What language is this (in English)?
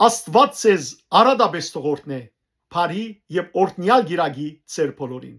Western Armenian